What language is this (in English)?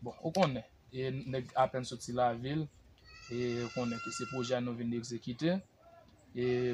Haitian Creole